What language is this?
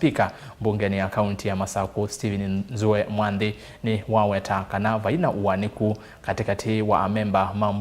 Kamba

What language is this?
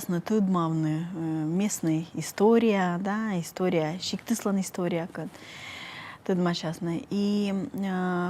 Komi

